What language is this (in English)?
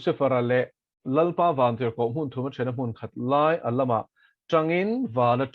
Mizo